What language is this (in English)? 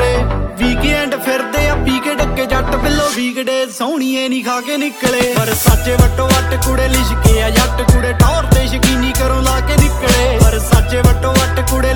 Punjabi